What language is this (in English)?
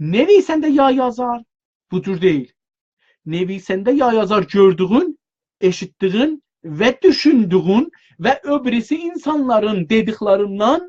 South Azerbaijani